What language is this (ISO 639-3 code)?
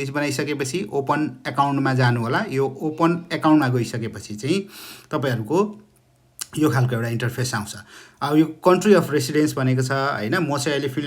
nep